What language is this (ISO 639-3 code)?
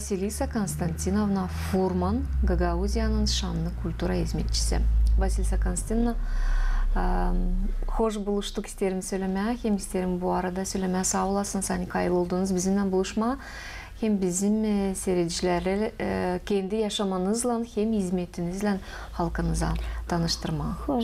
gag